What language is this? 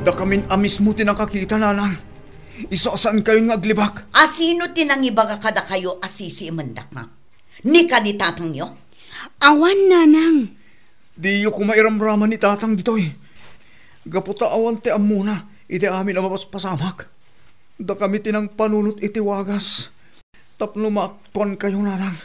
Iloko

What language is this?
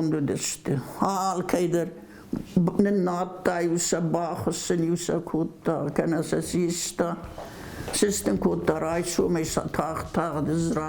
Ossetic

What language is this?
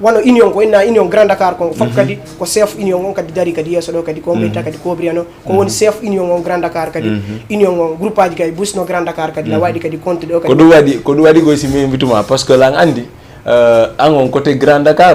Fula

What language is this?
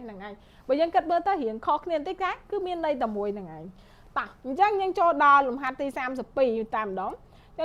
Khmer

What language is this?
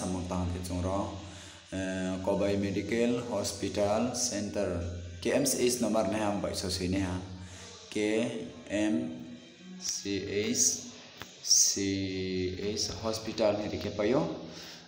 Riang (India)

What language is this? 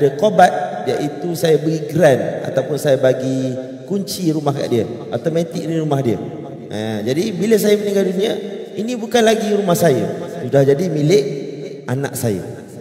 Malay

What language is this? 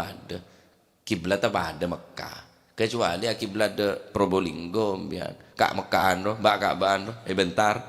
Madurese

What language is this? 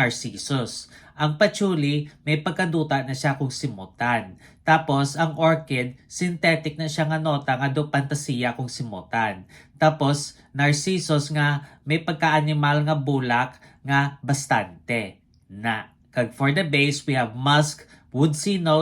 Hiligaynon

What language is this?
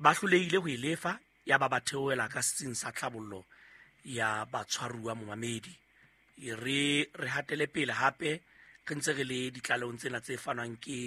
Southern Sotho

